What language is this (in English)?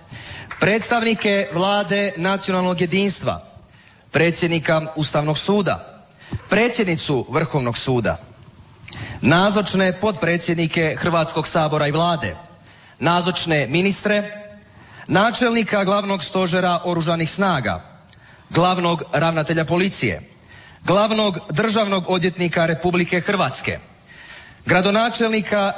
Croatian